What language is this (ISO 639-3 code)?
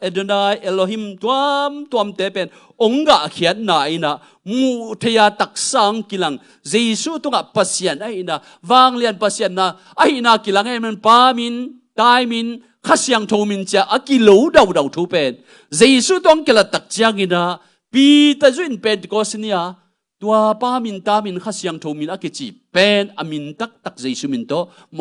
ctd